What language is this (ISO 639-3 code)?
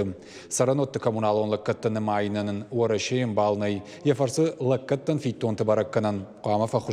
oss